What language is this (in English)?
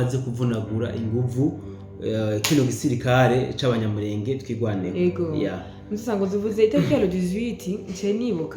Rundi